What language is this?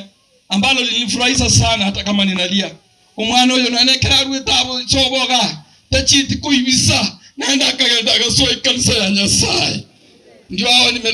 Gusii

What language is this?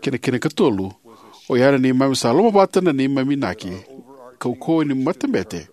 Fijian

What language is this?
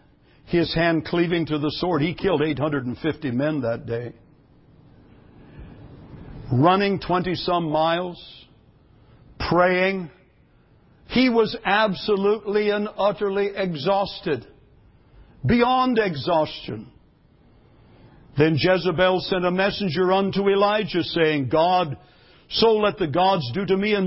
English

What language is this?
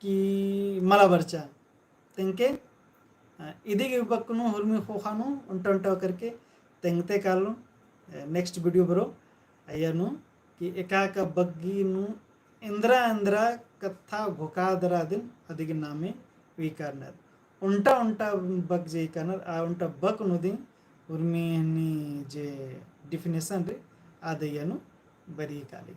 Kurukh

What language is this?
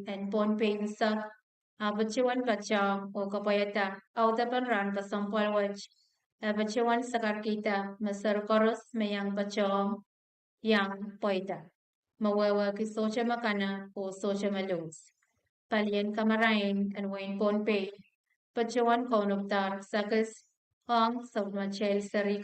Pohnpeian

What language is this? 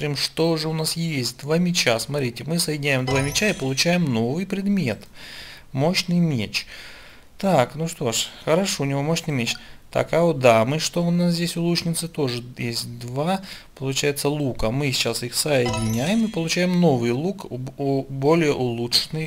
Russian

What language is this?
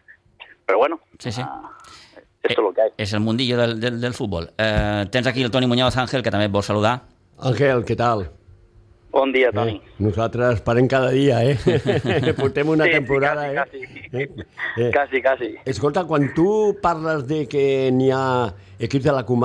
Catalan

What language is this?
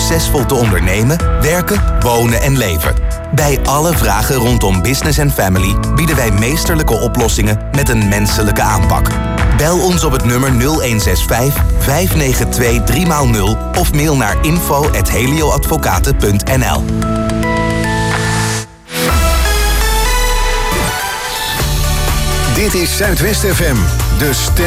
Dutch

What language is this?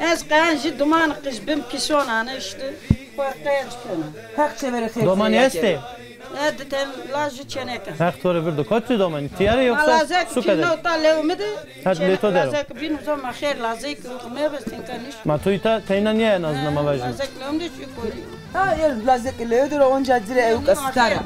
Zaza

